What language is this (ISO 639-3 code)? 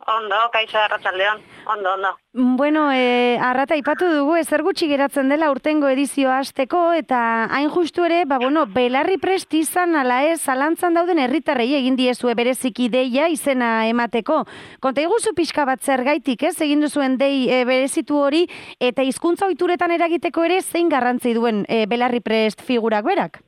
eus